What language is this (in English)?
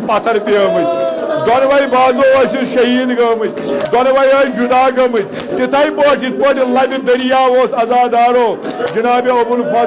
Kashmiri